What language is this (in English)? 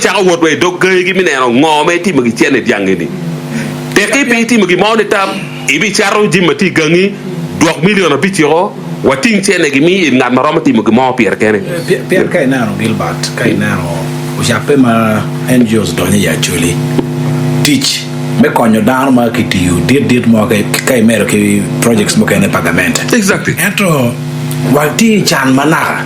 Acoli